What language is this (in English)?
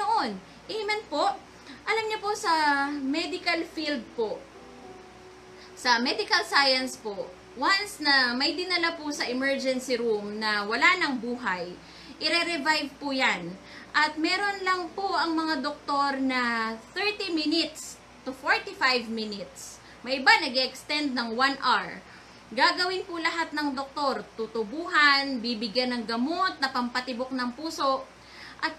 Filipino